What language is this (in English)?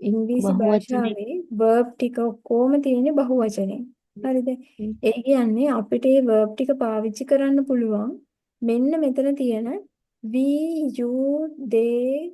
Sinhala